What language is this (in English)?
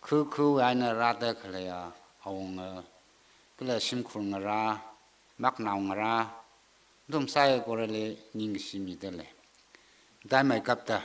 Tangkhul Naga (India)